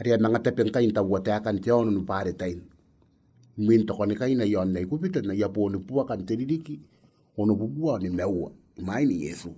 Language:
Gilbertese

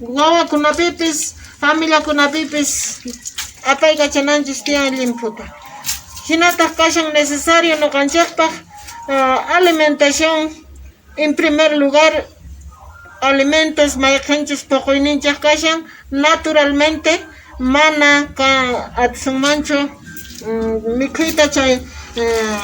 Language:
Quechua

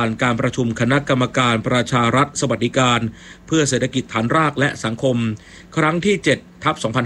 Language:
Thai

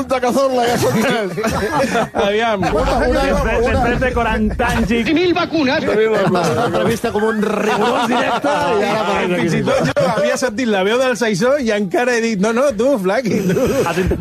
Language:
Catalan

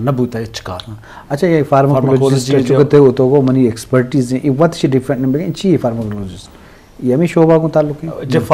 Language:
Eastern Balochi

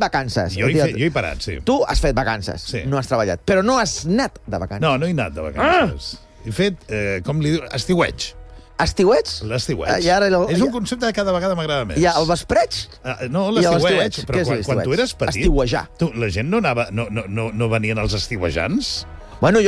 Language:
Catalan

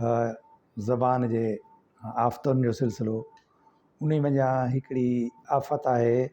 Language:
Sindhi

